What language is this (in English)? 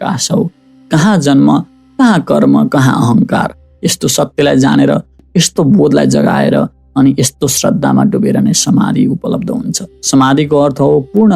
Nepali